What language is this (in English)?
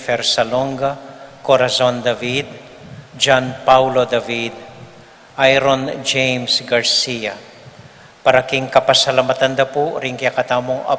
Pampanga